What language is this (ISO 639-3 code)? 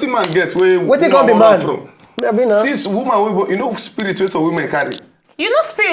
pcm